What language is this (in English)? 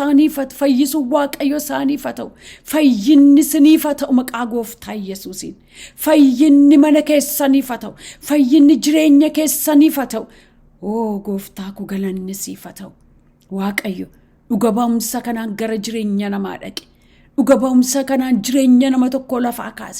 Oromo